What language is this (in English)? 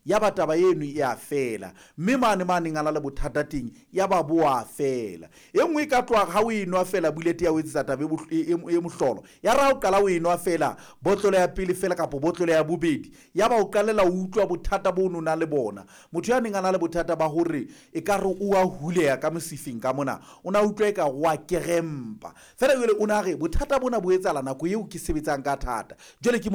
Southern Sotho